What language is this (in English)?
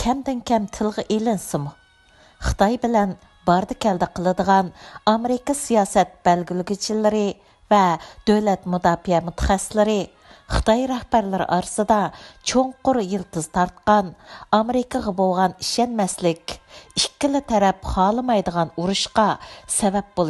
Uyghur